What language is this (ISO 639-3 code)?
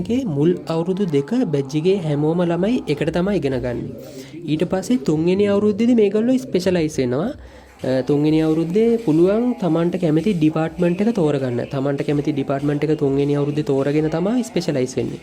sin